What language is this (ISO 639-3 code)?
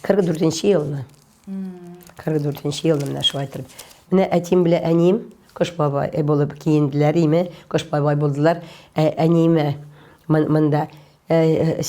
tat